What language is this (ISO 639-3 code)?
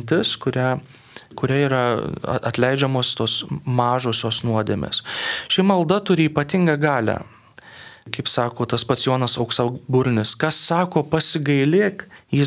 lit